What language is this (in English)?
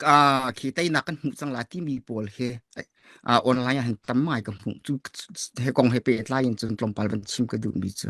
Hakha Chin